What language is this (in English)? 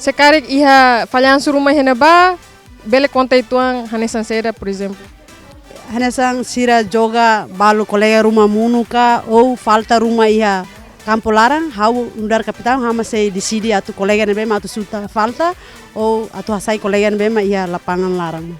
Tetum